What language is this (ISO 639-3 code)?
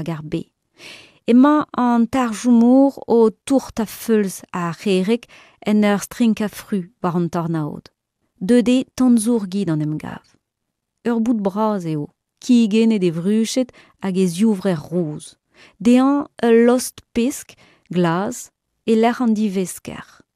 bre